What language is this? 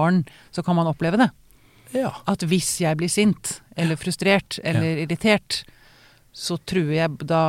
Norwegian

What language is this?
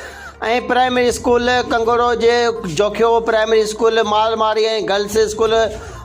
Sindhi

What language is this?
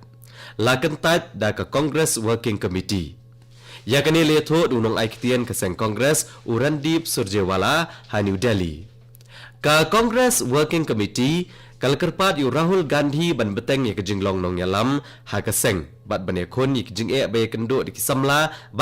Khasi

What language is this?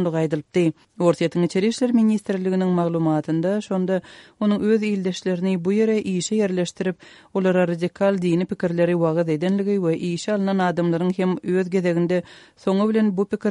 Turkmen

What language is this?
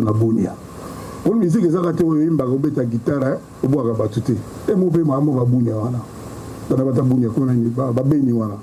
Lingala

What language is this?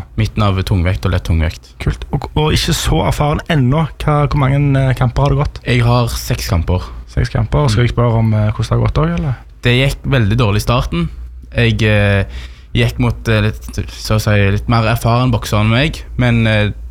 Norwegian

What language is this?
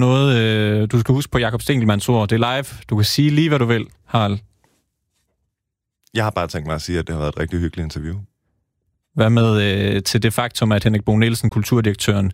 Danish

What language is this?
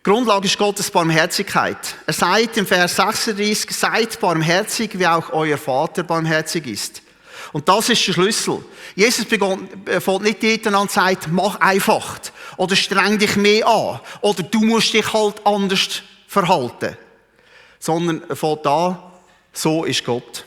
Swiss German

